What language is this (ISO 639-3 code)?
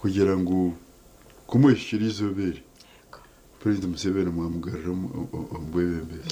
nyn